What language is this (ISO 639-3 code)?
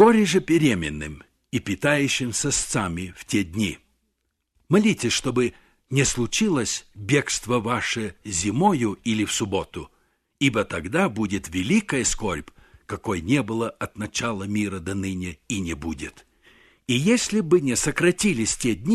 rus